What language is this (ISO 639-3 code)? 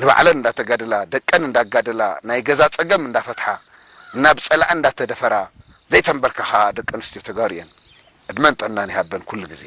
tir